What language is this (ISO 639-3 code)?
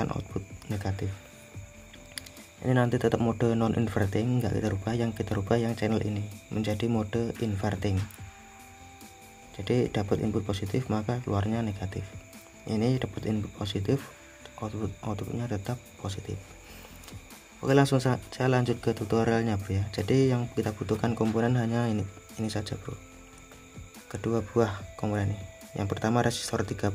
ind